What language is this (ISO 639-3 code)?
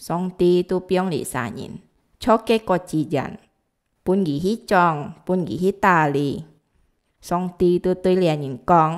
hak